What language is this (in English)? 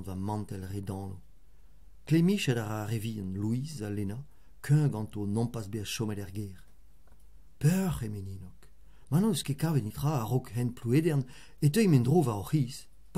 Breton